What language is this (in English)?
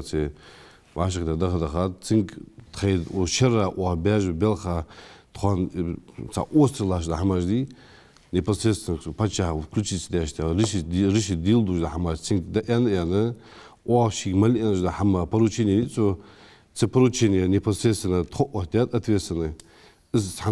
Ingush